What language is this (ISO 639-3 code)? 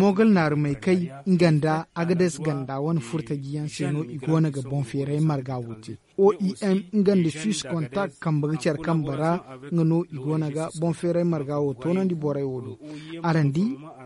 dje